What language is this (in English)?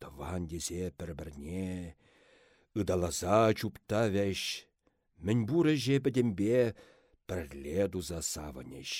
Chuvash